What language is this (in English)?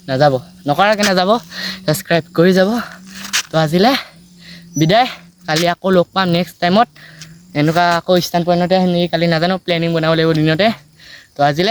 Assamese